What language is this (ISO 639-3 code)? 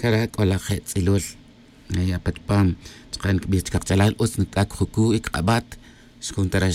tzj